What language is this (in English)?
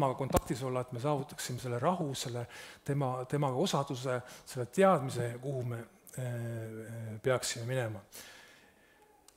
Estonian